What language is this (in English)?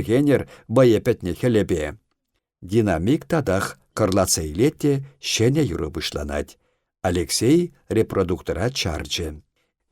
Chuvash